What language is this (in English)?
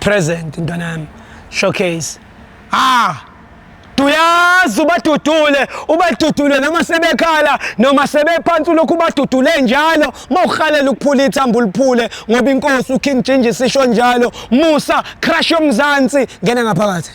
Zulu